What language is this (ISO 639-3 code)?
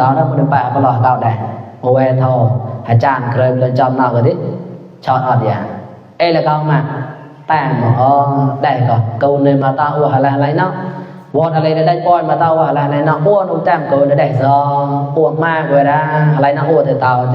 mnw